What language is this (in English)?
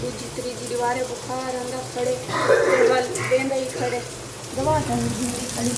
Saraiki